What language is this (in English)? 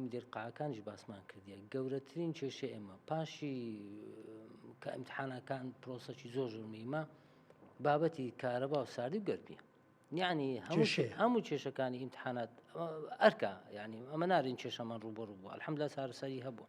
Central Kurdish